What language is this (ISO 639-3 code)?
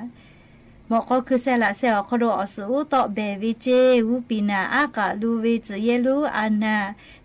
lhu